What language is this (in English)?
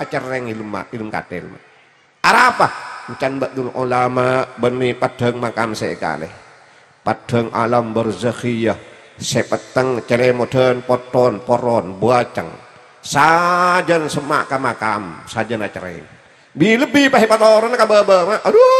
Madurese